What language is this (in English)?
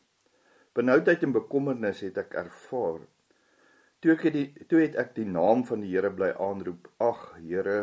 Afrikaans